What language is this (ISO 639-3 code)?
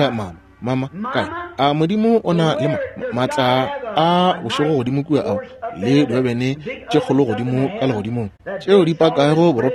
nso